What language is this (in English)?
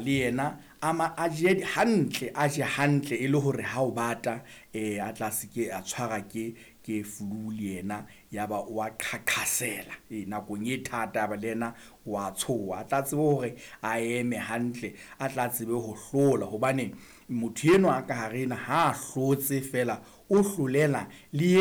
Southern Sotho